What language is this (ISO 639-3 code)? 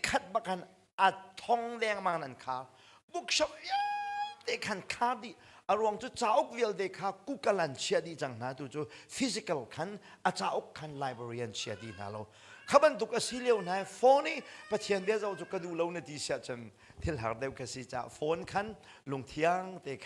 cnh